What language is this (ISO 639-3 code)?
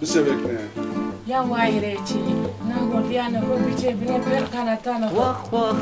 zza